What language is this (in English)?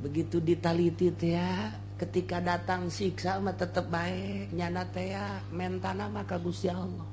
Sundanese